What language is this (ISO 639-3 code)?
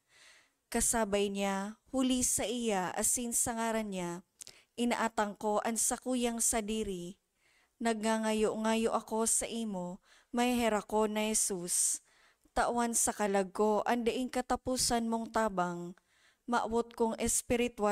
bik